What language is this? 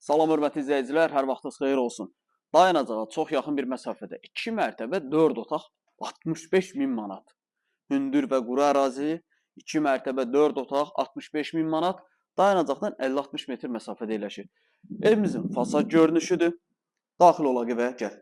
Azerbaijani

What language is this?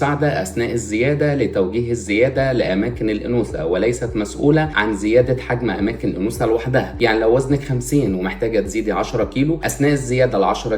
Egyptian Arabic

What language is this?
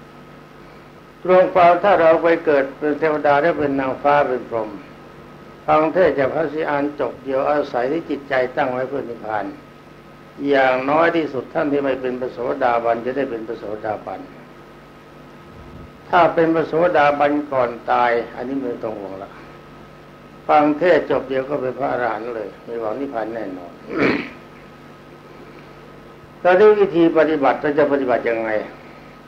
Thai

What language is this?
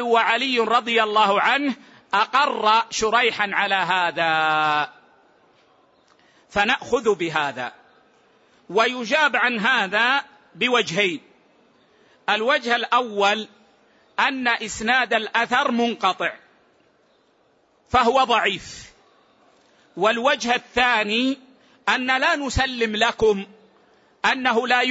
Arabic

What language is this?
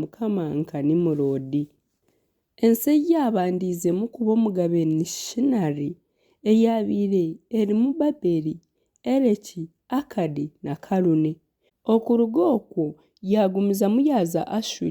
Nyankole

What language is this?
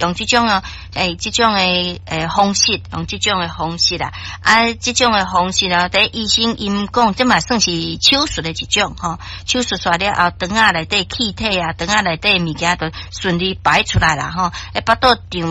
Min Nan Chinese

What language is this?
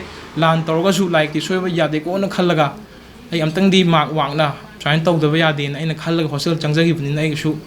Manipuri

